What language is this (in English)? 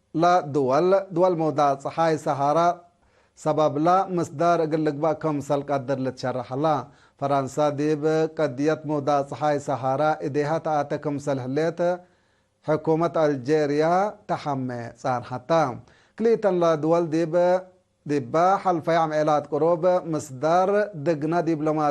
Tigre